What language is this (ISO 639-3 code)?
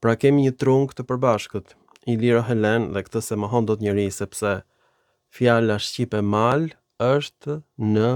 sqi